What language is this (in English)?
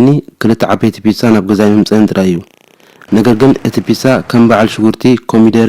Tigrinya